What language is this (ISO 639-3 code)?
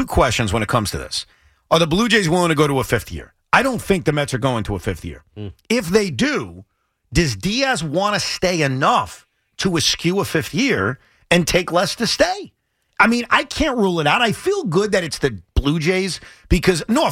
eng